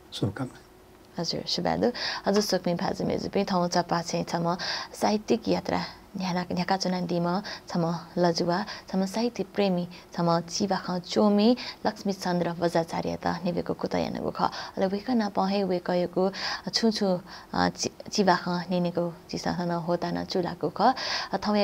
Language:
Newari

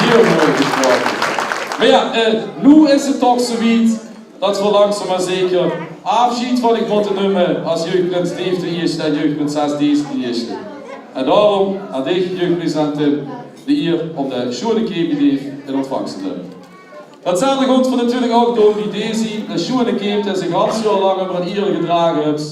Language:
Limburgish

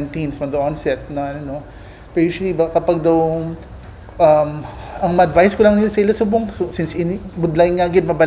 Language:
Hiligaynon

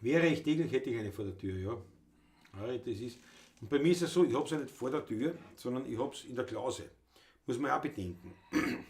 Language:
Bavarian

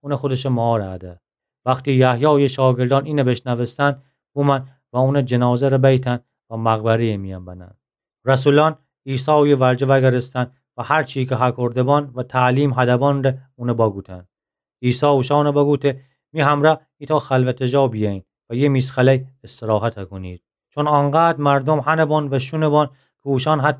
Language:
Gilaki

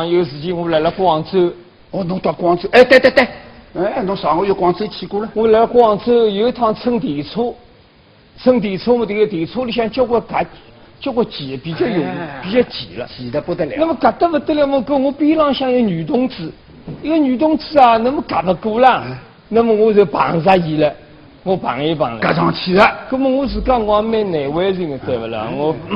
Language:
Wu Chinese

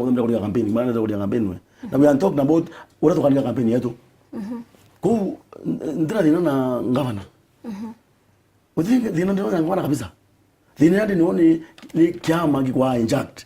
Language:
Meru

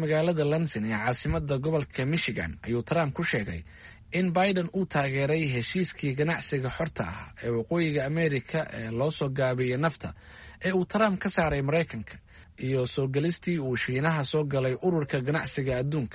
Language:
Somali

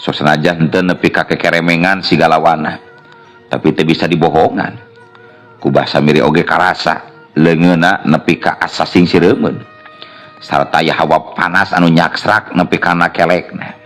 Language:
Sundanese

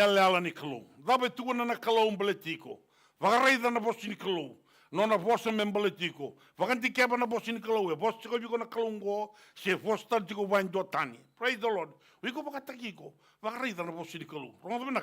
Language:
Fijian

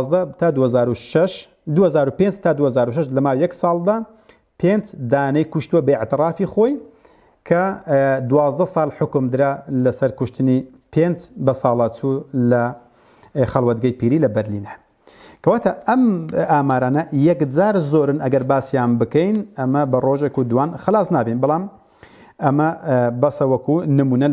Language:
Central Kurdish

